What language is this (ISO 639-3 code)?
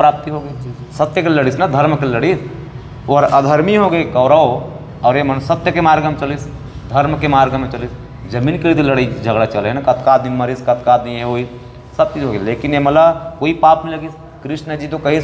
hne